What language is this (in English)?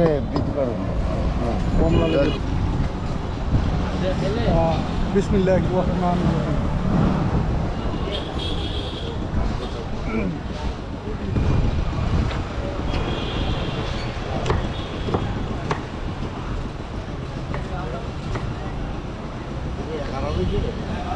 Bangla